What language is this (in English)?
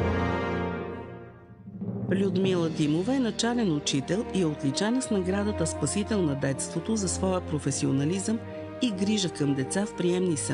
Bulgarian